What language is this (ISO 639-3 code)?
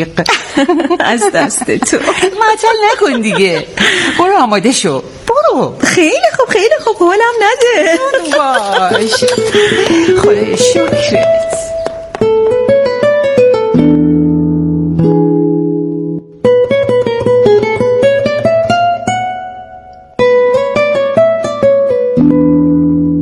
fas